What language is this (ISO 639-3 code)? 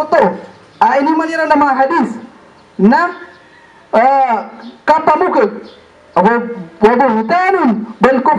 mrw